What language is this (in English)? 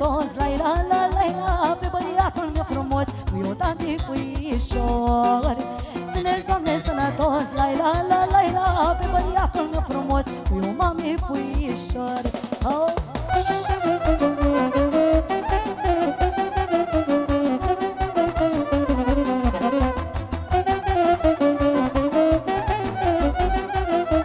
Romanian